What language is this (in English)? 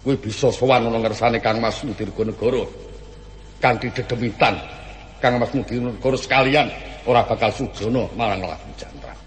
Javanese